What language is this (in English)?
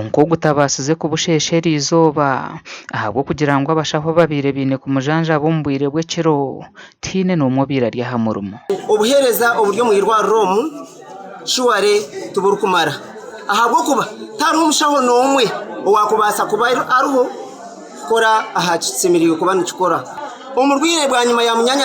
Nyankole